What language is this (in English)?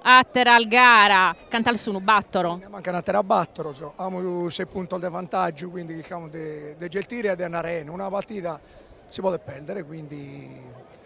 Sardinian